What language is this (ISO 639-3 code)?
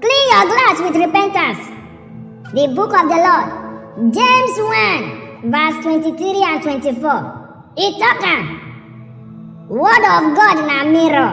pcm